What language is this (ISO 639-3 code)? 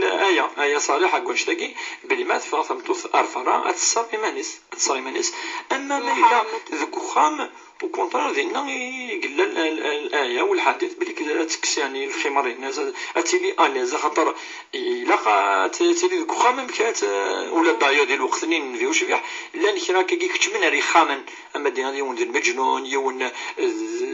kab